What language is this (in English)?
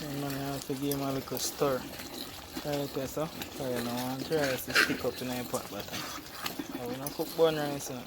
Jamaican Creole English